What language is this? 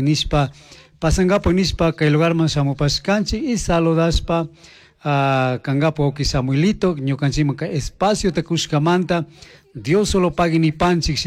Chimborazo Highland Quichua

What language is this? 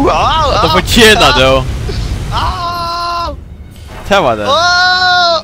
Faroese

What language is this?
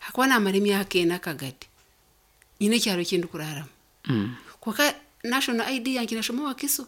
Nyankole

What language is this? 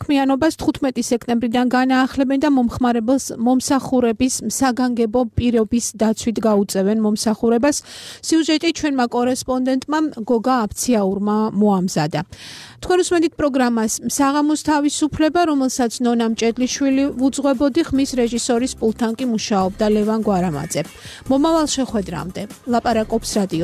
Georgian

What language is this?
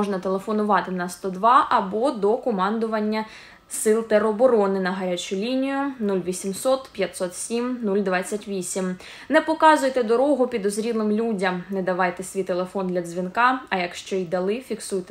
Ukrainian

